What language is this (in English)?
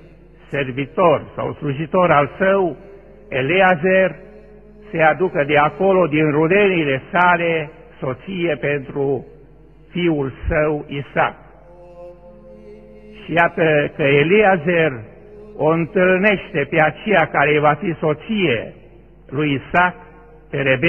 Romanian